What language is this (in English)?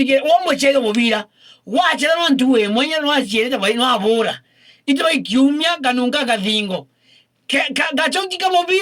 Meru